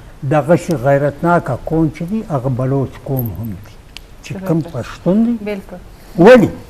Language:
Eastern Balochi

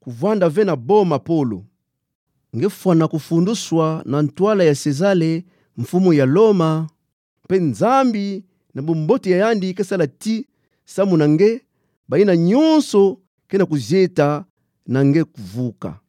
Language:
Kituba (Democratic Republic of Congo)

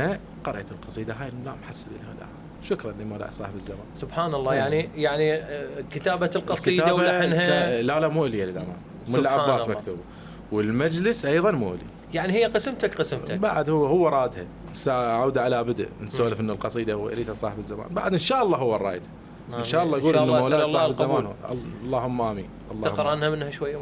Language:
Mesopotamian Arabic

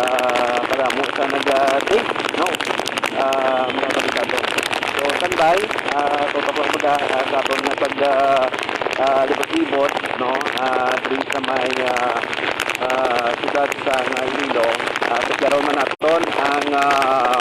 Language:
Hiligaynon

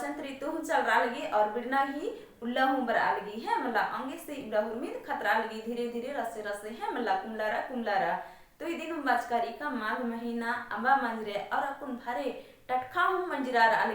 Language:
Kurukh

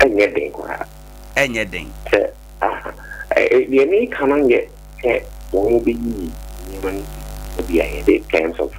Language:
Akan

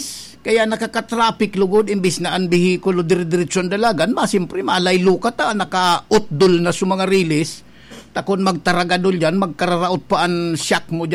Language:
Bikol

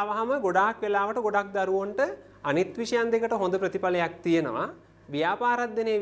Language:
Sinhala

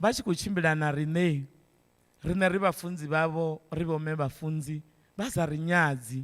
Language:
Venda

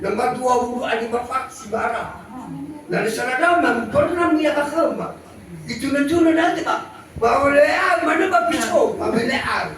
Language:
Nias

